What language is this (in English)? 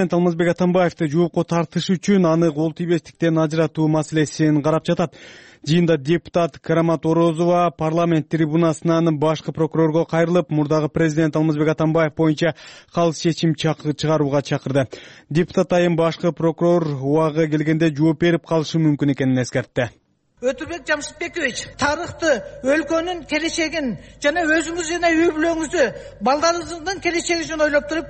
Kyrgyz